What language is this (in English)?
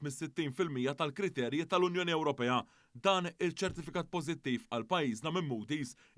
Maltese